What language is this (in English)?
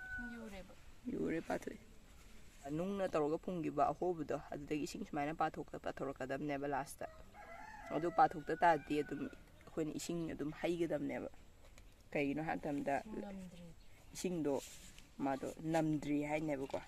Manipuri